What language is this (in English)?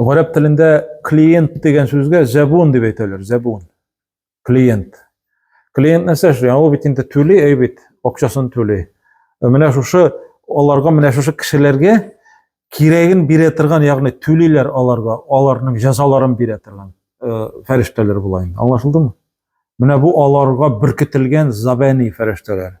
Tatar